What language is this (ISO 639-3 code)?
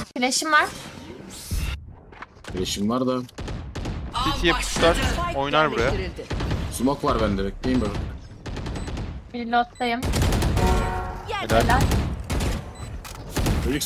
tur